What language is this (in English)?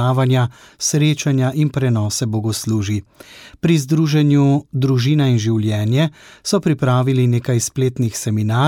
Slovenian